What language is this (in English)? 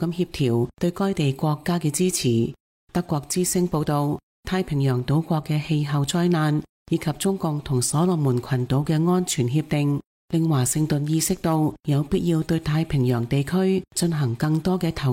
Cantonese